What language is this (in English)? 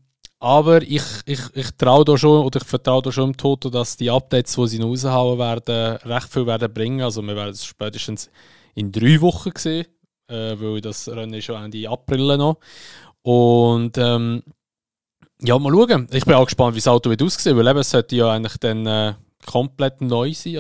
Swiss German